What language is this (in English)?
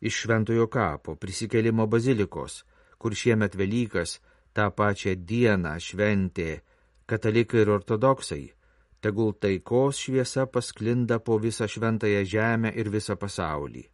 Lithuanian